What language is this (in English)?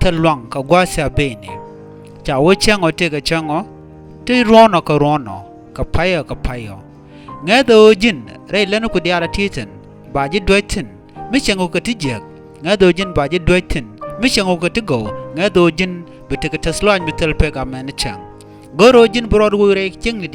Nuer